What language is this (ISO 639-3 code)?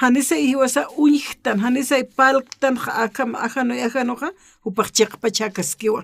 aym